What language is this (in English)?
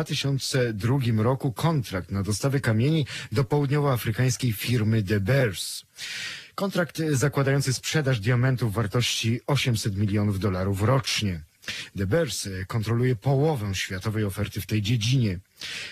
Polish